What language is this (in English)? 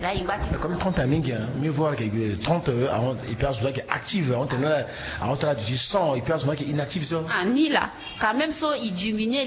Sango